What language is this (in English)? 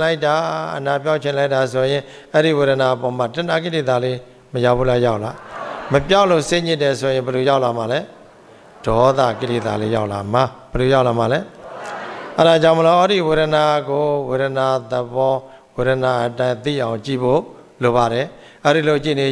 Burmese